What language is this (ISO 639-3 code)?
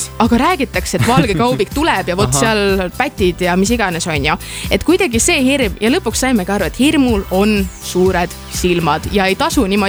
est